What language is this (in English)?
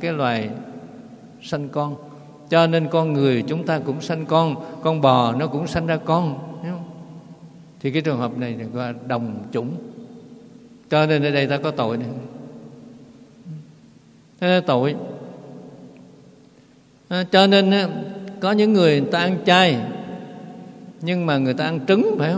Vietnamese